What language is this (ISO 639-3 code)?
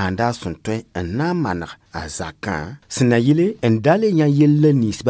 mos